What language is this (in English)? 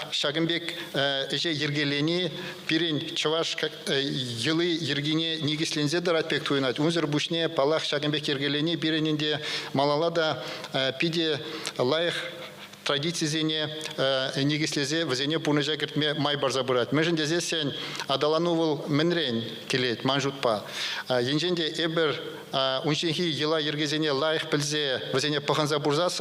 Chuvash